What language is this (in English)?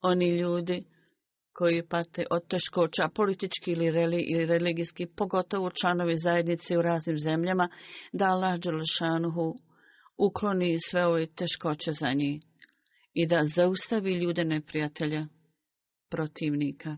Bosnian